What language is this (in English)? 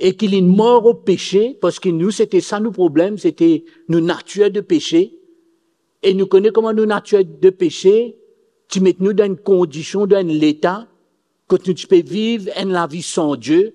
Morisyen